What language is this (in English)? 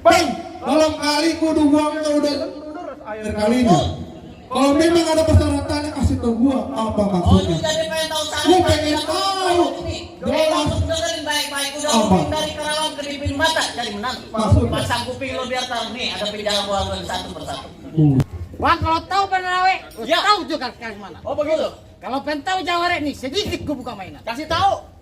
Betawi